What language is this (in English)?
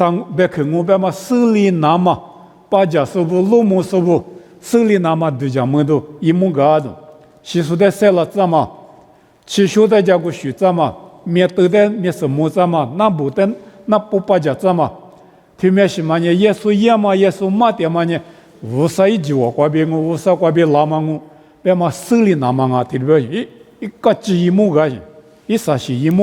Lisu